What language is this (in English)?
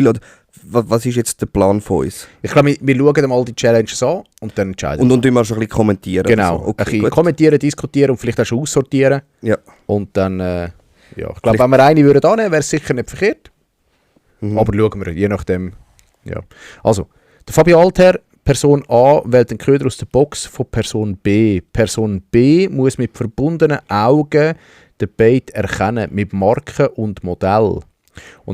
Swiss German